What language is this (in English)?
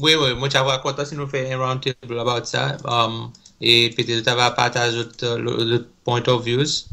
Seselwa Creole French